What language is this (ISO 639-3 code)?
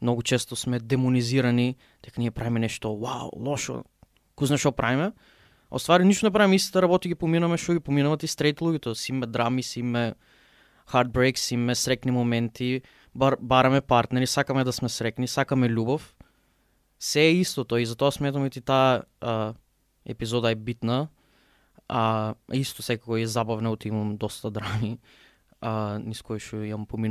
mkd